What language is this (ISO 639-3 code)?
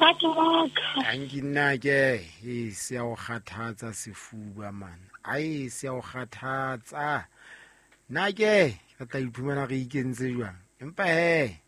sot